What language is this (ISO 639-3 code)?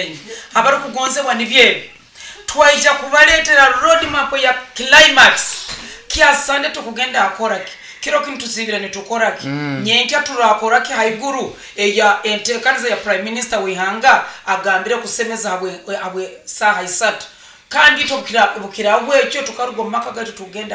nyo